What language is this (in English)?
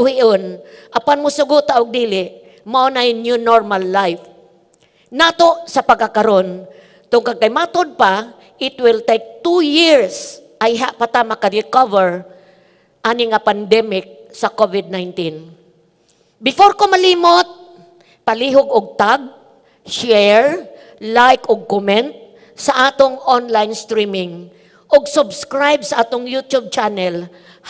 Cebuano